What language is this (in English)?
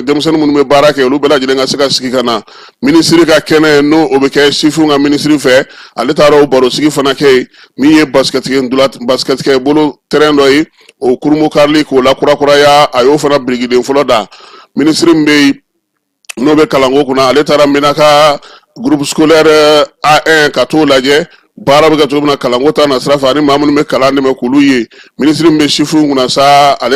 Bambara